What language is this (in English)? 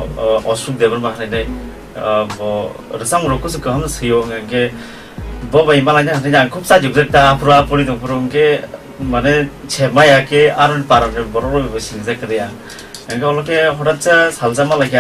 Kok Borok